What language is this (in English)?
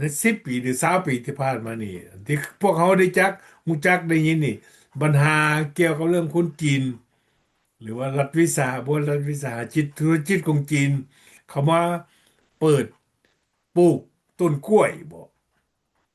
Lao